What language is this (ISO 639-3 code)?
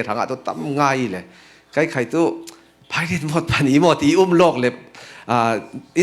cfm